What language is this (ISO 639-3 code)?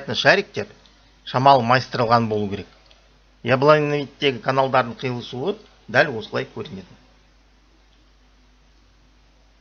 kaz